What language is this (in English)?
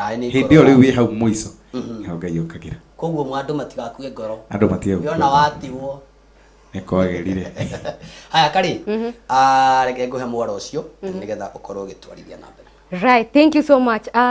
Kikuyu